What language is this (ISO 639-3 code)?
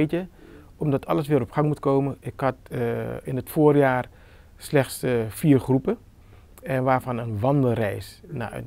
nld